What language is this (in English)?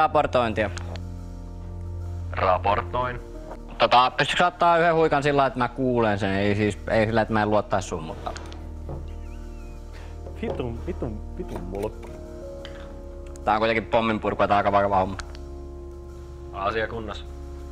Finnish